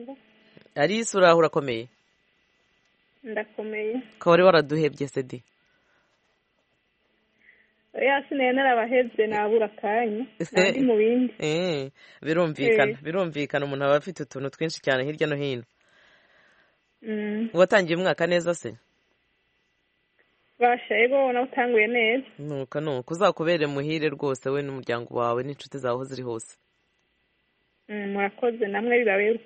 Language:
Kinyarwanda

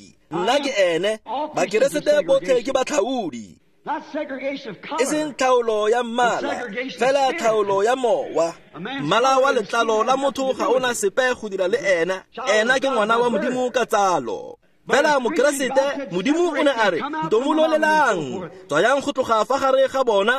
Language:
Tswana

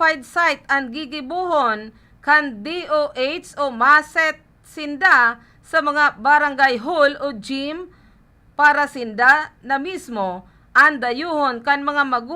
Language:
Bikol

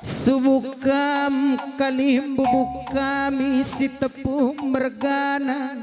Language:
Batak Karo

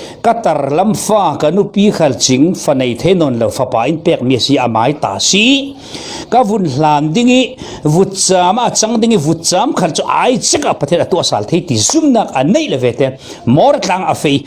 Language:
Falam Chin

